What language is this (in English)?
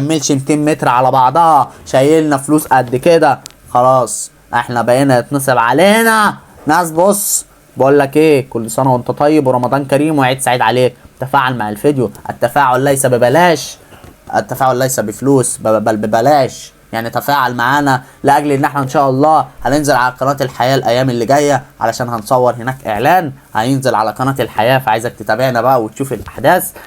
Egyptian Arabic